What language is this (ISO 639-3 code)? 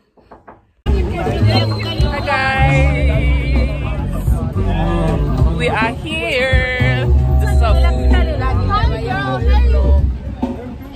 eng